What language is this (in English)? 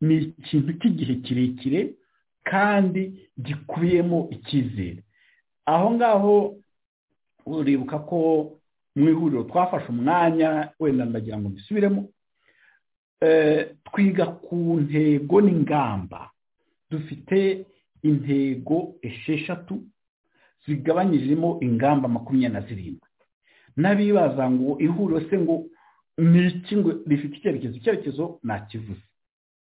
Kinyarwanda